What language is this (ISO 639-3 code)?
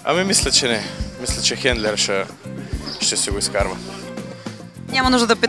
bul